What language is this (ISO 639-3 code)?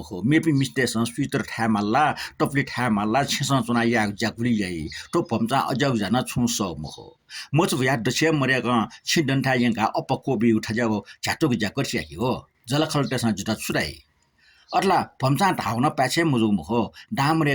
new